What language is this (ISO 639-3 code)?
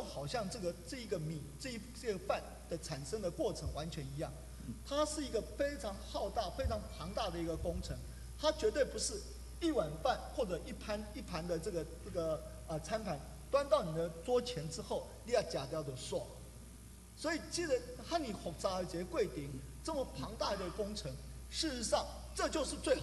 zho